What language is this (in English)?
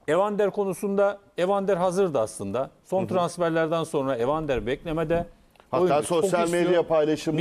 Turkish